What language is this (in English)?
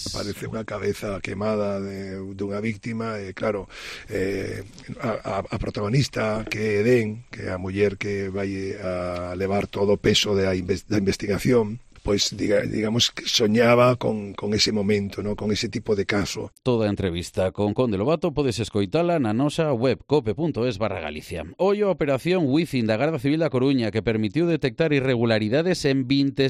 Galician